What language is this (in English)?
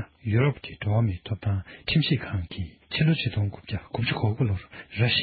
Tibetan